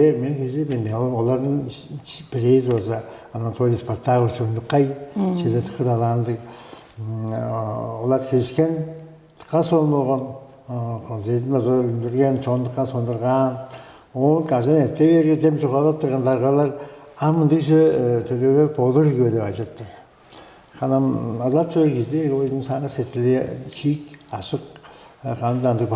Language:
Tuvinian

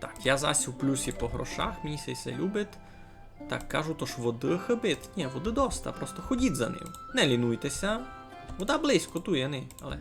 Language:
Rusyn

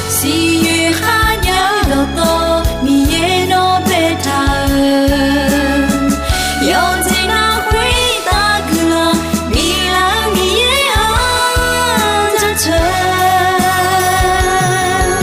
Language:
Akha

